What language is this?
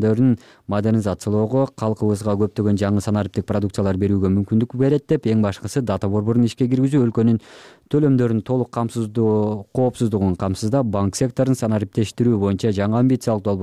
Kyrgyz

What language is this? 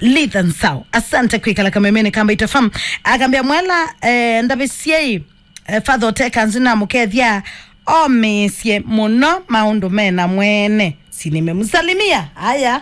Kamba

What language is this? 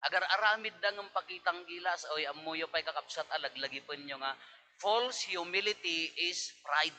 Iloko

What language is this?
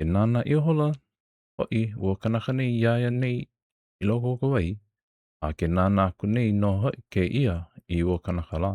Hawaiian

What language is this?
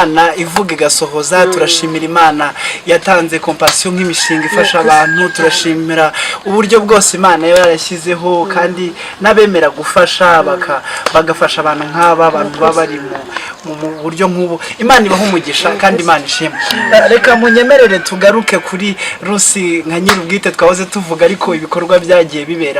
Kinyarwanda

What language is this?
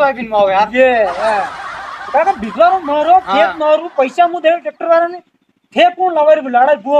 Rajasthani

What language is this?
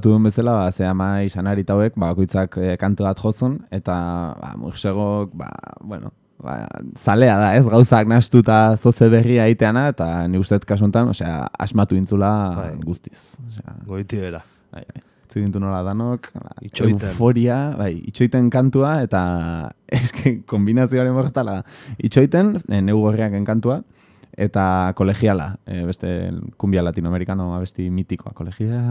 Basque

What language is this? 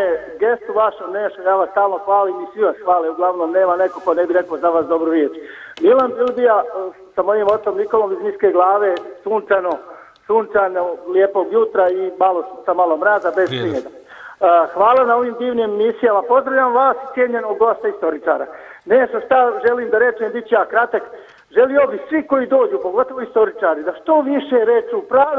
Serbian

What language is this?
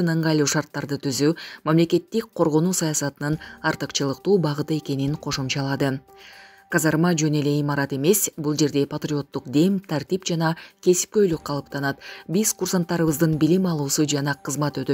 Kyrgyz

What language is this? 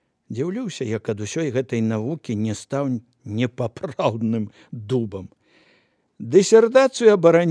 Belarusian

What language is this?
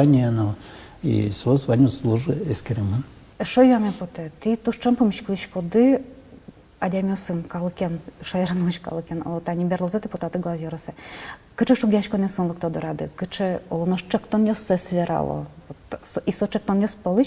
Udmurt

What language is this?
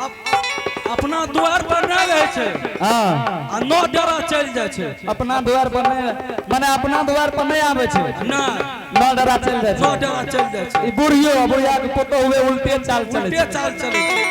Angika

